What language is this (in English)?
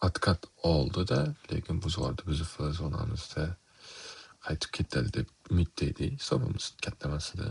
Uzbek